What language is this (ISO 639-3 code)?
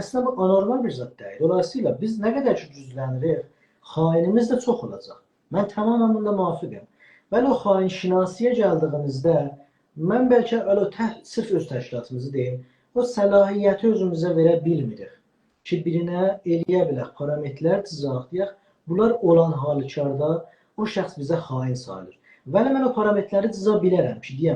azb